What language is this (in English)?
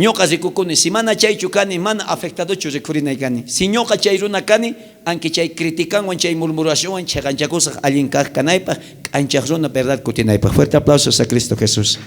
South Bolivian Quechua